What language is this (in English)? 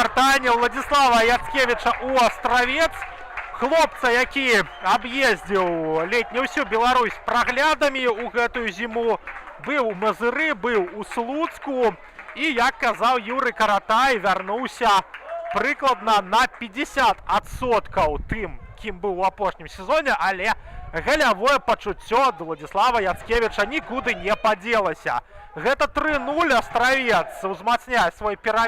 Belarusian